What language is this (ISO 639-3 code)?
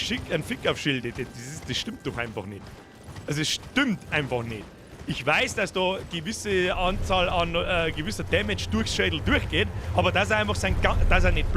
bar